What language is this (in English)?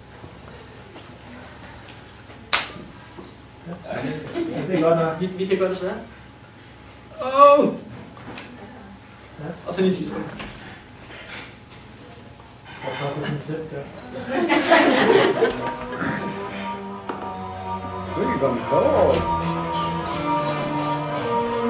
Danish